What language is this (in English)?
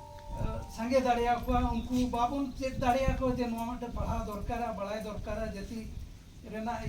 Santali